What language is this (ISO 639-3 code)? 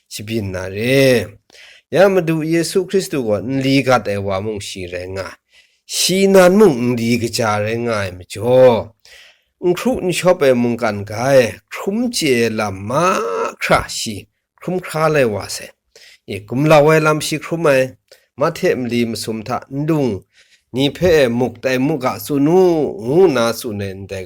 kac